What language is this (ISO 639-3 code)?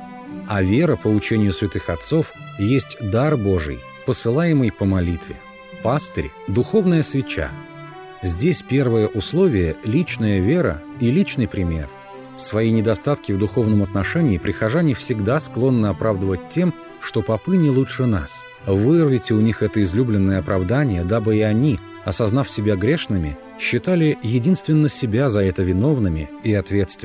rus